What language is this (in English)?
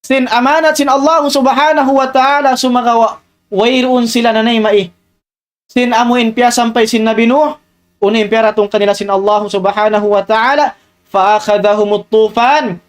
Tausug